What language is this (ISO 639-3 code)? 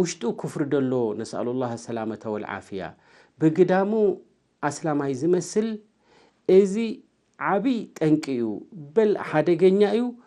tir